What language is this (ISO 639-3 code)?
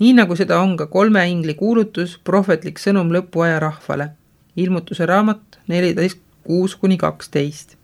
est